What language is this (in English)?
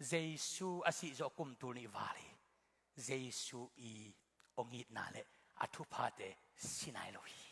Tedim Chin